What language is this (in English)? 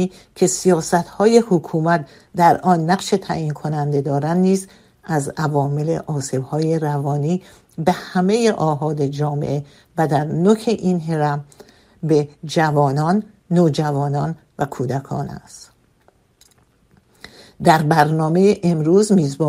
Persian